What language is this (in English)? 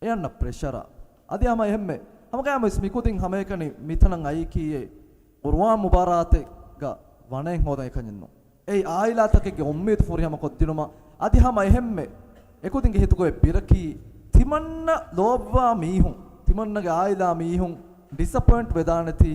Divehi